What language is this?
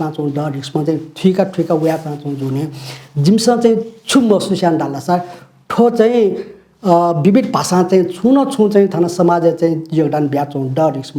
Newari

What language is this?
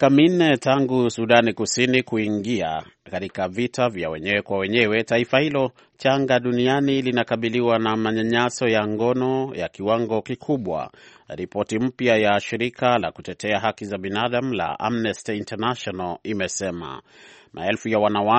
Swahili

